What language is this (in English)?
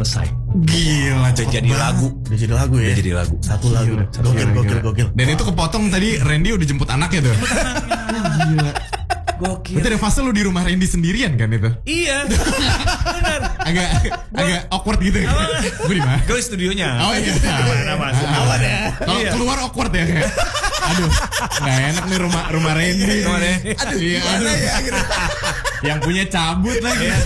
Indonesian